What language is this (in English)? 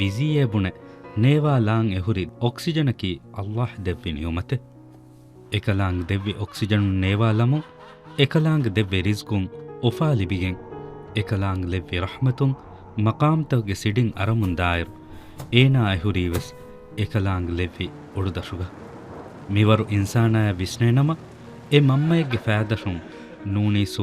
Divehi